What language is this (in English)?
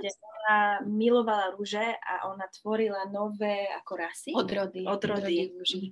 Slovak